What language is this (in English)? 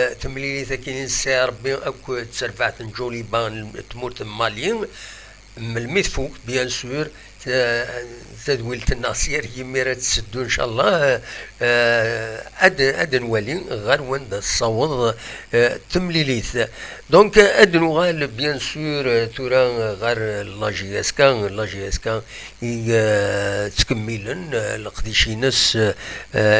Kabyle